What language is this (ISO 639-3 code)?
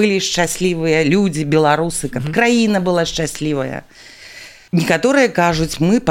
bel